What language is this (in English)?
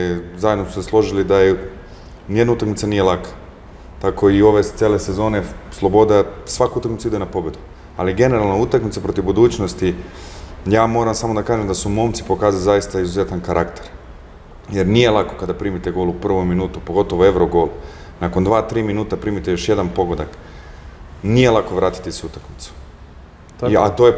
Serbian